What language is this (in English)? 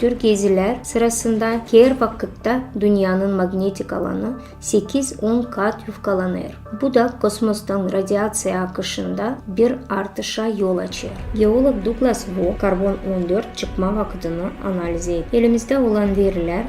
Gagauz